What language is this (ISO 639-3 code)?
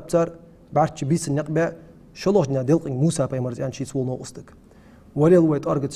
inh